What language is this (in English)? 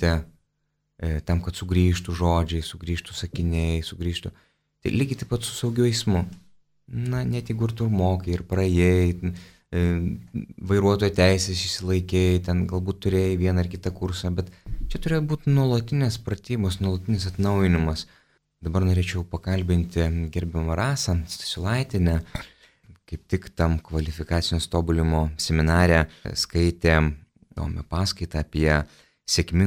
Lithuanian